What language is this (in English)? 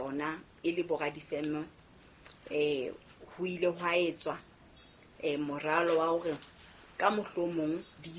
Southern Sotho